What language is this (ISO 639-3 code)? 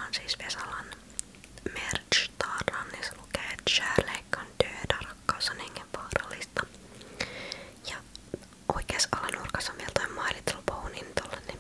fin